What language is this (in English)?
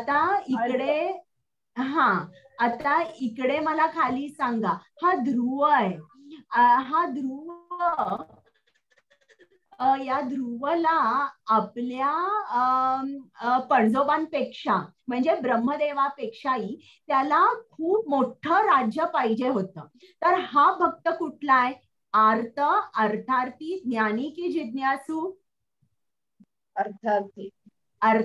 Marathi